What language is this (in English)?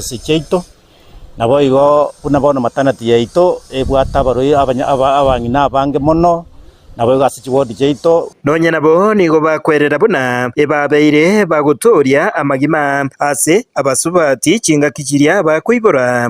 Gusii